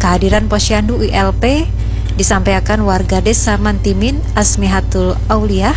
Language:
Banjar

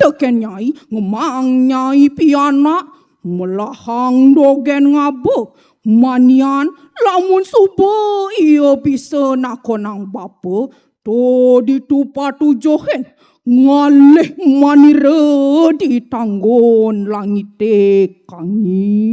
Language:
Balinese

